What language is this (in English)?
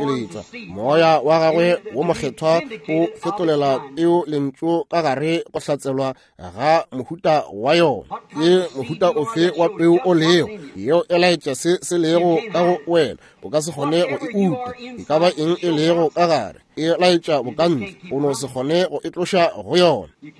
Northern Sotho